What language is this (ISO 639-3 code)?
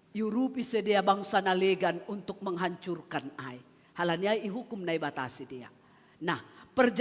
bts